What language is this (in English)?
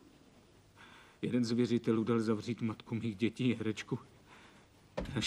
Czech